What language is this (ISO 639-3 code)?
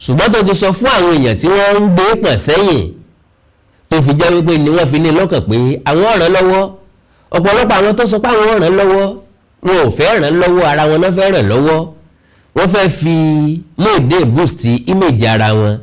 yor